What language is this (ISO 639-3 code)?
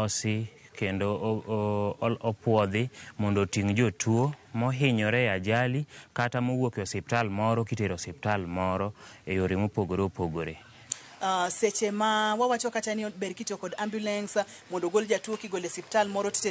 luo